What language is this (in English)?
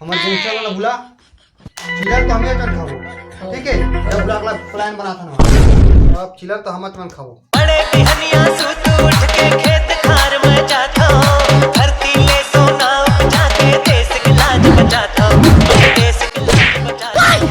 Chhattisgarhi